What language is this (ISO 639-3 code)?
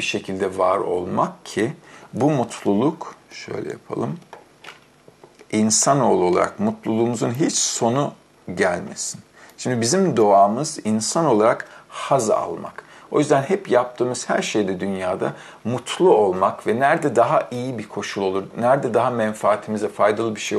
tur